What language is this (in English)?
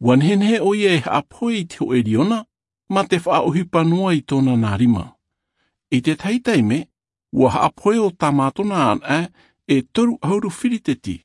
Tahitian